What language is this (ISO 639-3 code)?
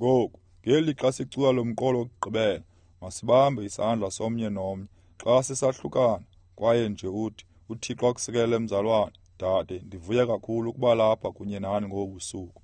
xho